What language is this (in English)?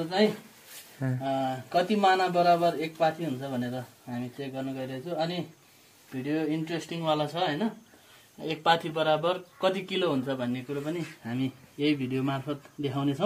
Nepali